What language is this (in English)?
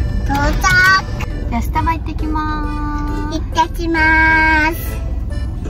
Japanese